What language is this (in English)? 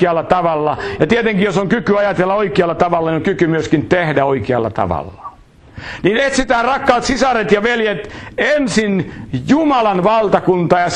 Finnish